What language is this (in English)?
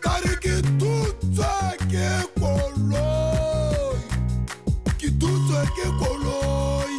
Tswana